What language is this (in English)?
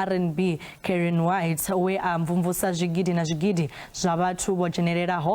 Venda